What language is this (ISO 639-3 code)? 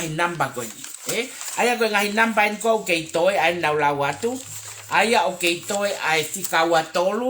ton